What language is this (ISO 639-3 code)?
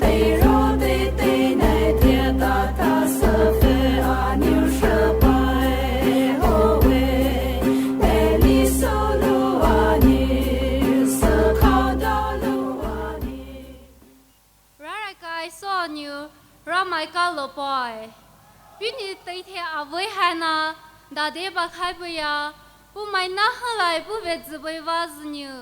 pmx